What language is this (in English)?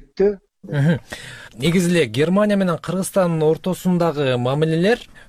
Kyrgyz